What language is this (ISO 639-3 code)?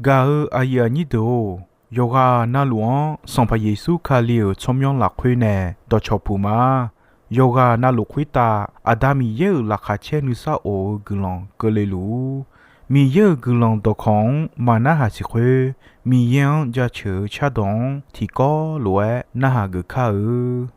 ahk